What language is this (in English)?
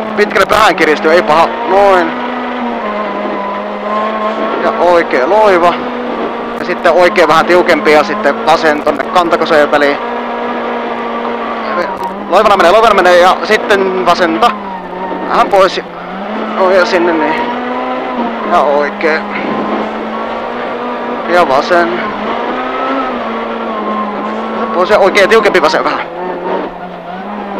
Finnish